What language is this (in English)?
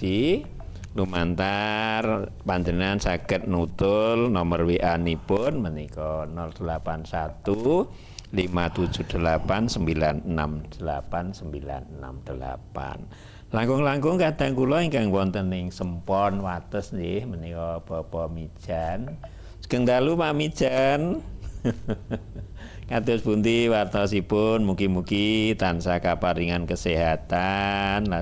Javanese